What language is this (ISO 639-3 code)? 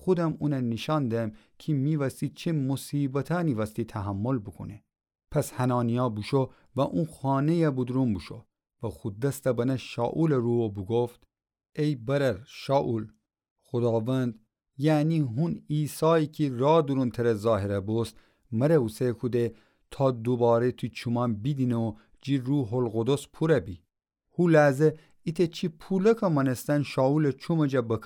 glk